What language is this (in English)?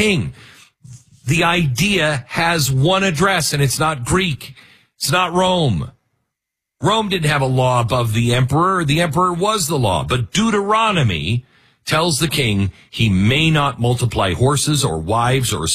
English